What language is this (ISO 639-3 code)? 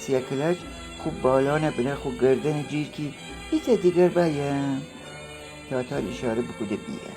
glk